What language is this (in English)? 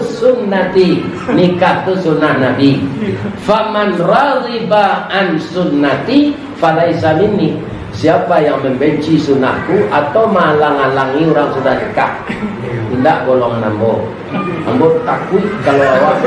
Minangkabau